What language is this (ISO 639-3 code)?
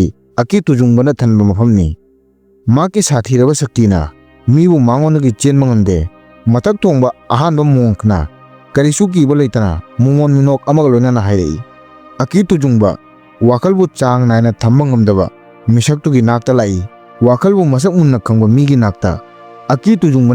mni